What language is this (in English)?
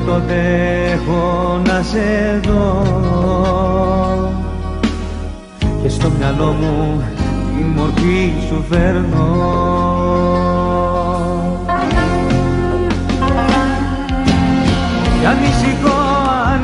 Greek